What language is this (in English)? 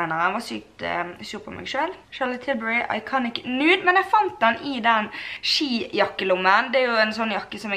Norwegian